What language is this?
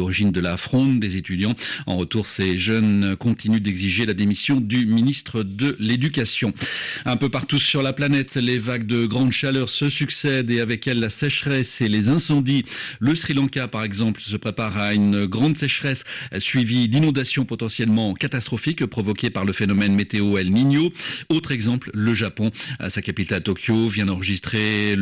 French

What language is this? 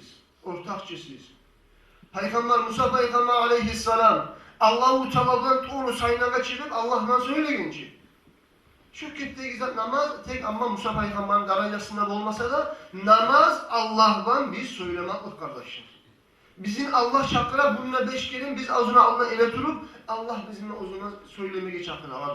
Kumyk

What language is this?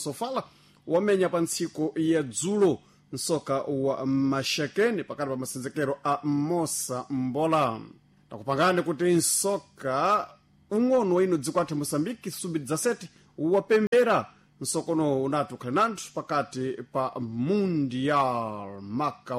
Sena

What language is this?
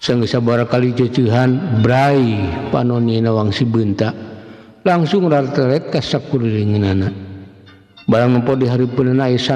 Sundanese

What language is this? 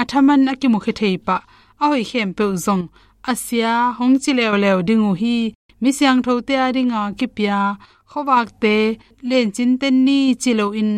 Tedim Chin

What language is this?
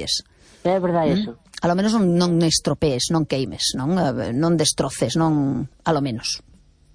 Galician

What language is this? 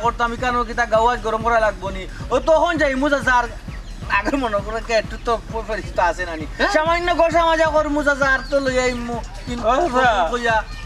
Sylheti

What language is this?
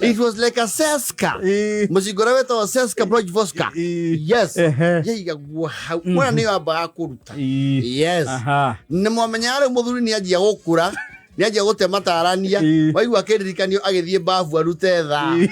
Kikuyu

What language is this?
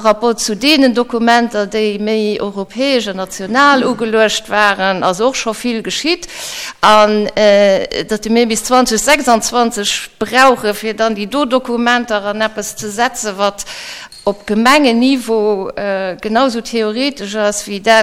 Luxembourgish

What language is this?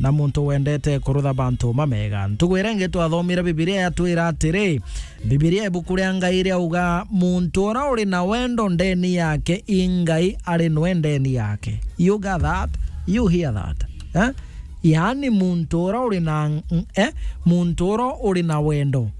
Meru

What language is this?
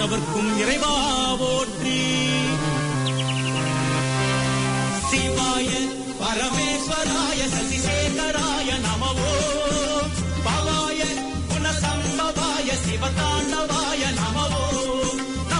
Tamil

